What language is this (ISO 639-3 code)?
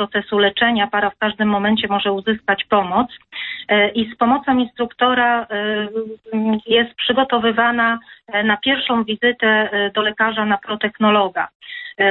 pol